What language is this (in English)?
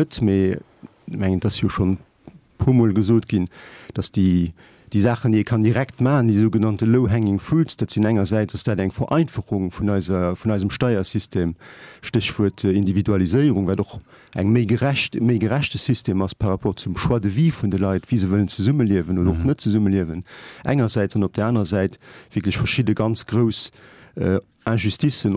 Luxembourgish